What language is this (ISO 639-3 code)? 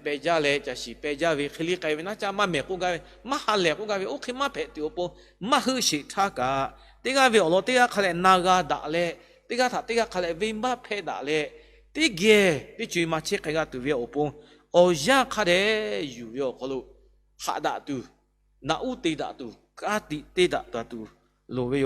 lhu